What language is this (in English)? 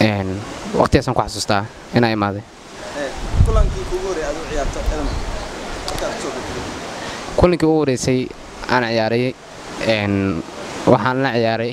Somali